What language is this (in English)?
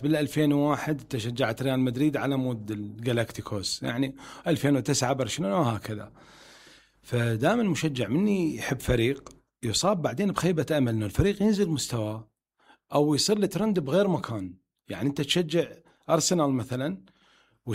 Mesopotamian Arabic